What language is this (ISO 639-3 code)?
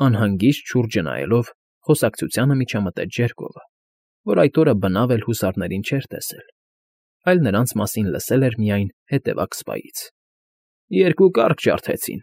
hye